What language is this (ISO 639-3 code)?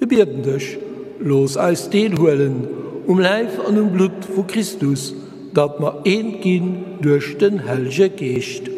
ltz